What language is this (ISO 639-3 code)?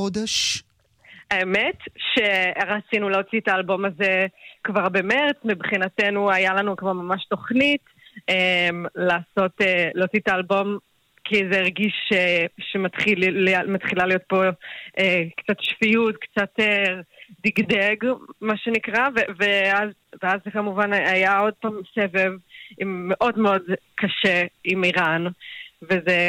heb